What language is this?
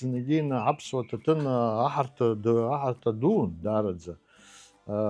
Abkhazian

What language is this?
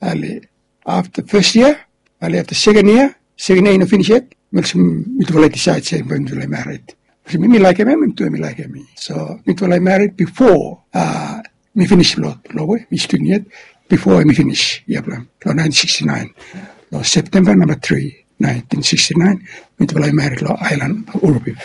Bislama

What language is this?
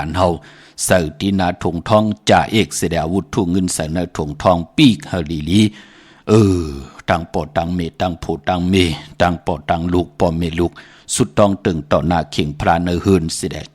Shan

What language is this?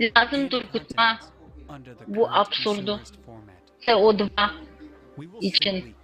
Gagauz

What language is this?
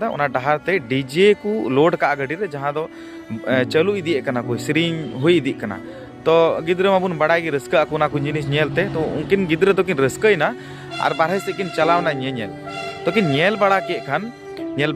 Santali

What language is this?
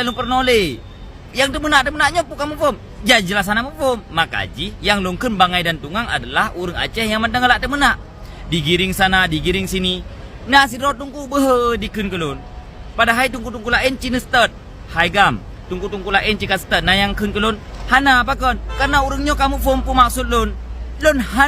Achinese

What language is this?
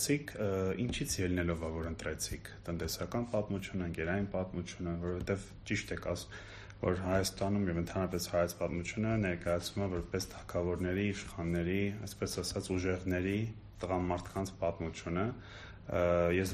Armenian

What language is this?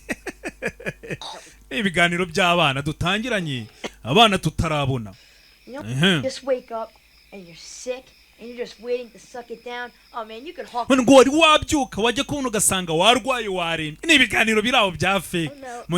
Kinyarwanda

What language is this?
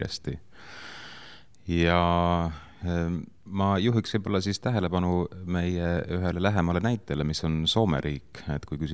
Estonian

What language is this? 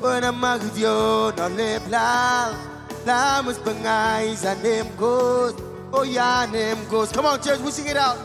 Marshallese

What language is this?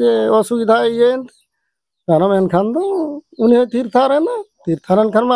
Santali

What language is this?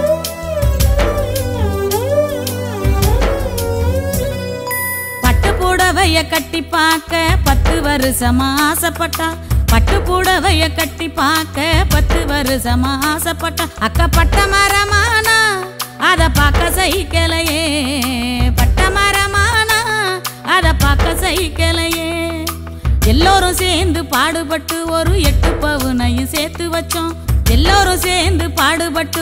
Tamil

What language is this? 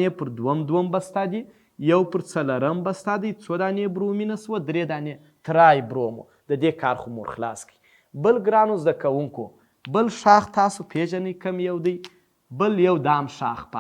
Pashto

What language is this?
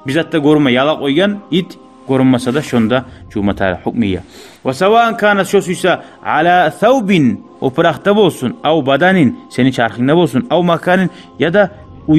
Kumyk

